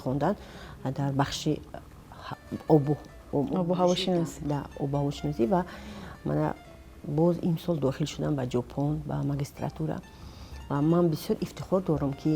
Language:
Tajik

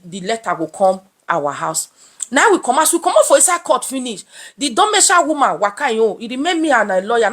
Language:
Nigerian Pidgin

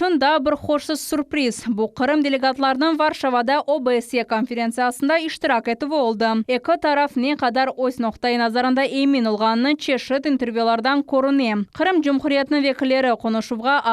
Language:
Crimean Tatar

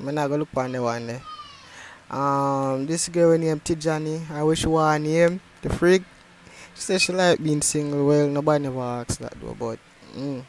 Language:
Jamaican Creole English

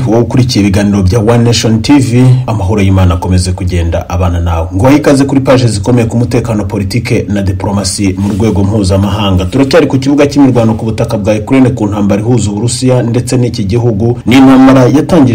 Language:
Kinyarwanda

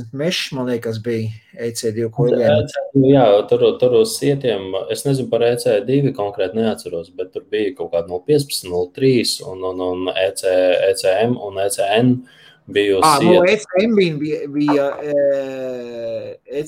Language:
Latvian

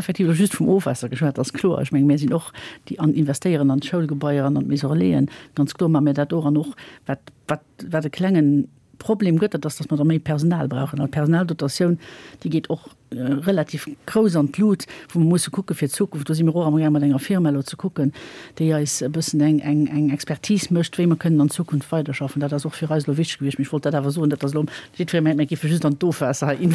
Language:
Luxembourgish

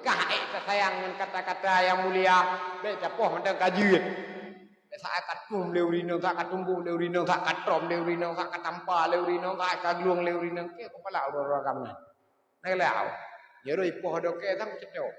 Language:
Achinese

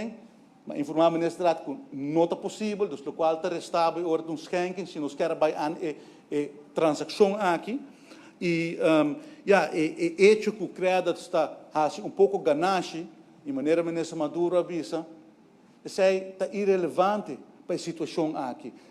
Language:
Papiamento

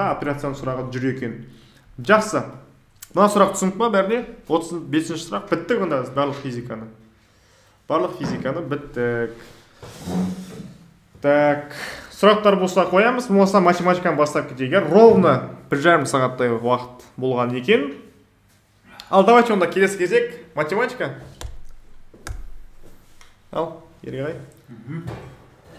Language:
Kazakh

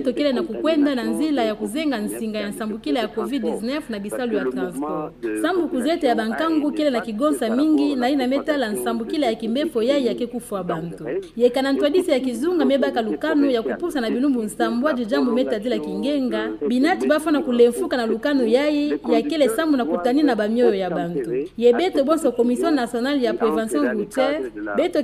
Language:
Kituba (Democratic Republic of Congo)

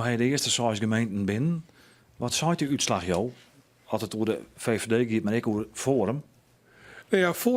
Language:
Western Frisian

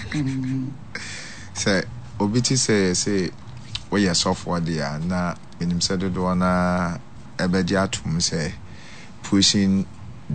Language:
Akan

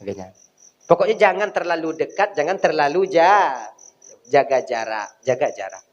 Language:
Achinese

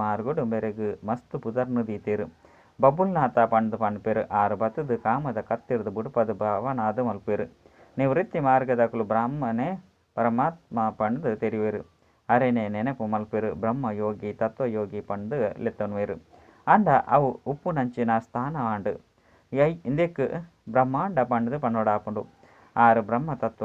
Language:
Tulu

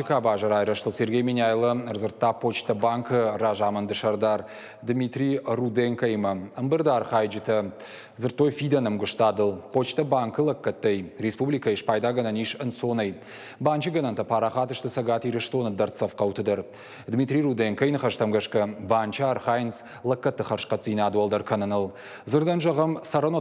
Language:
Ossetic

